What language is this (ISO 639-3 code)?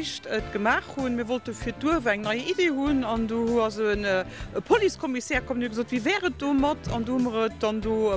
ltz